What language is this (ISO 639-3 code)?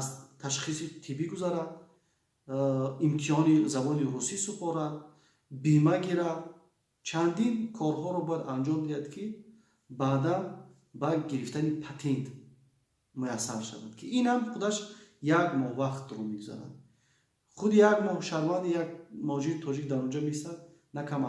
tgk